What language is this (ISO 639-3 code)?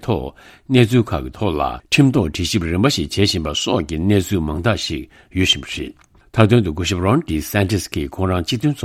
bod